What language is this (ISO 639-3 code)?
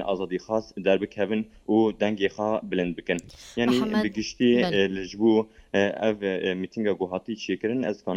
kur